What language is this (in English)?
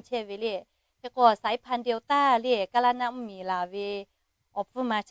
Lahu